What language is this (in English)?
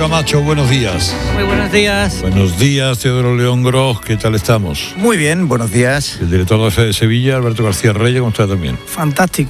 Spanish